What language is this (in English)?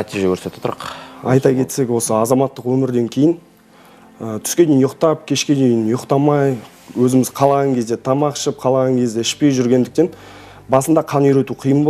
Kazakh